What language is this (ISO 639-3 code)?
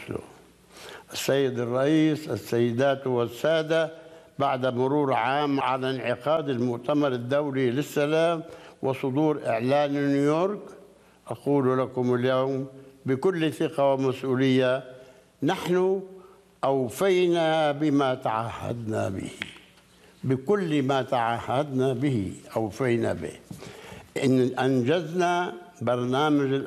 ara